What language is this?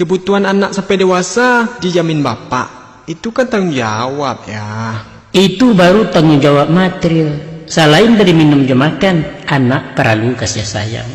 Minangkabau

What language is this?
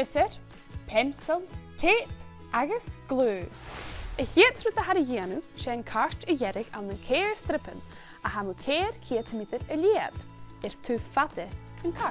Scottish Gaelic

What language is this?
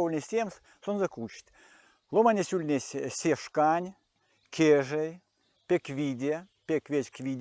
Erzya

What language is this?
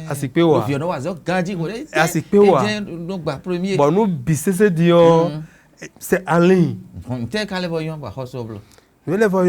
Fon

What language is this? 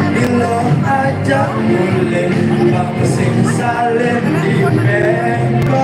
Balinese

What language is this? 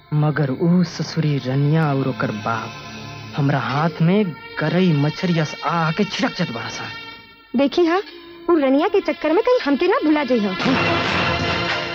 Bhojpuri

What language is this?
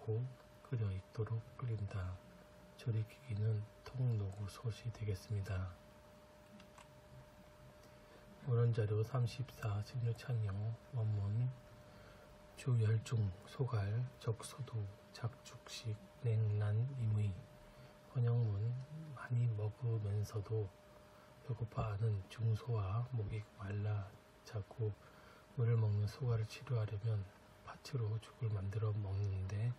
Korean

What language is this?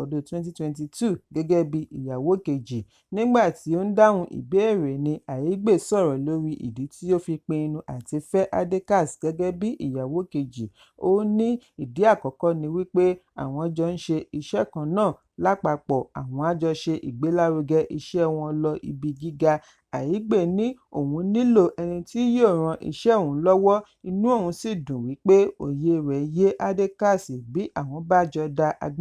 Yoruba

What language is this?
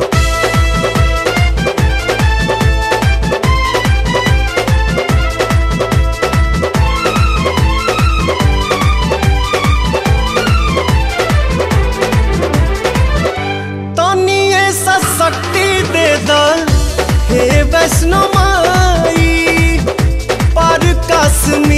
Bhojpuri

